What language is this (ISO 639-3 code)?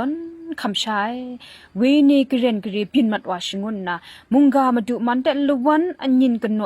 kac